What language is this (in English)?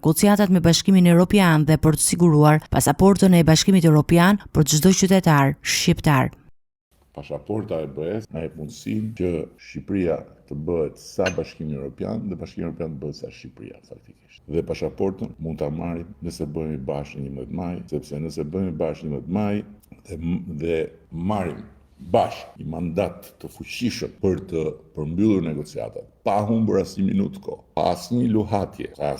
Albanian